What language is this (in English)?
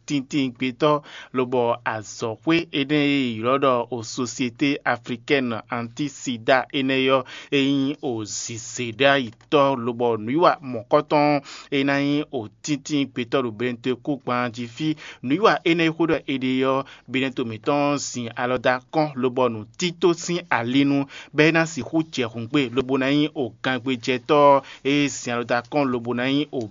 Fon